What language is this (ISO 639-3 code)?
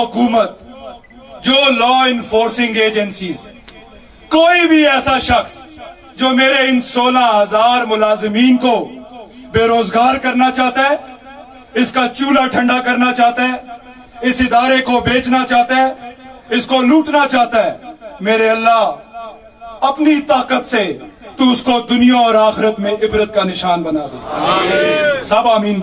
urd